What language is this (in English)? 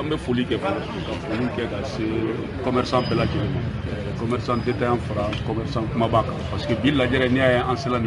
Bambara